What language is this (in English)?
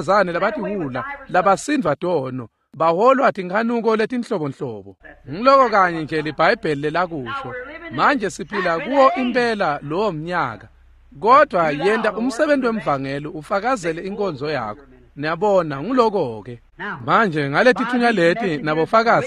Swati